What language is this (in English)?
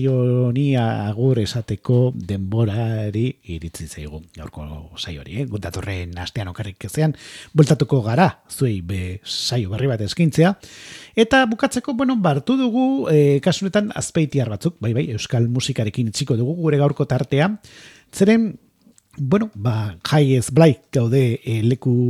Basque